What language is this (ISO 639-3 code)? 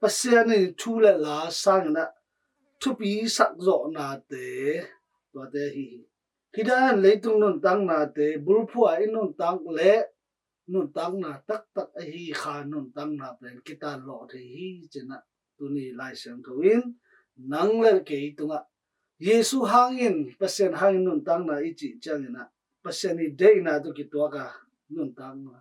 ctd